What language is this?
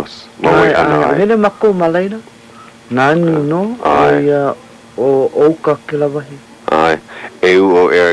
Hawaiian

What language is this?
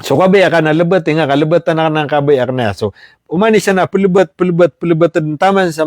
Maranao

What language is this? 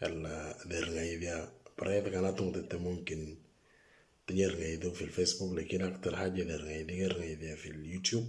Moro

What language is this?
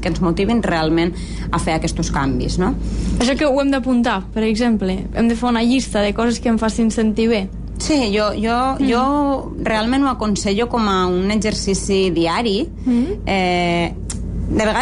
Catalan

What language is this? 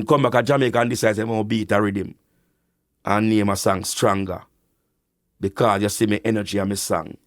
Jamaican Creole English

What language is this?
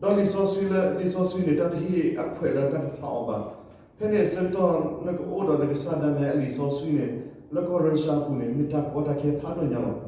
S'gaw Karen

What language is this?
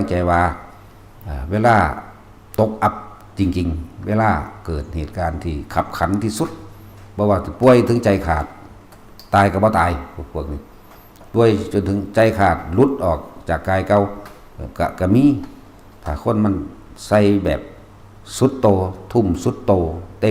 Northeastern Thai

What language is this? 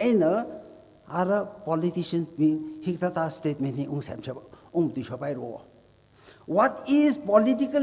Tangkhul Naga (India)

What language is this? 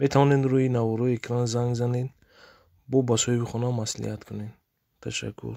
Tajik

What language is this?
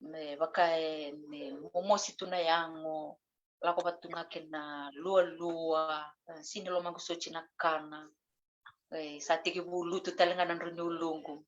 Fijian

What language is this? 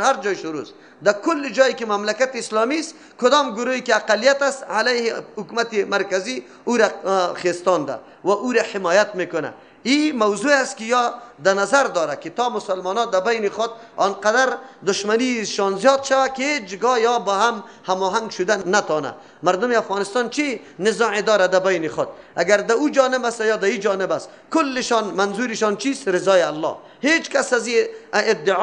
Persian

